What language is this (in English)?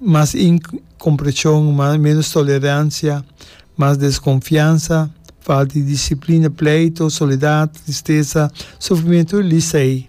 Papiamento